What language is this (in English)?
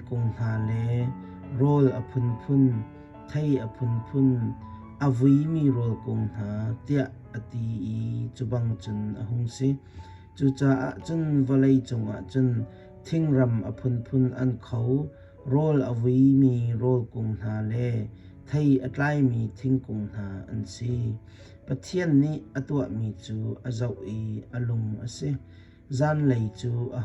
Hakha Chin